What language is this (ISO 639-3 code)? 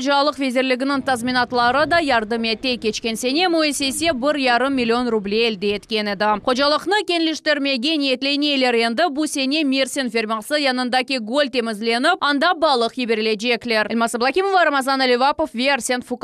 crh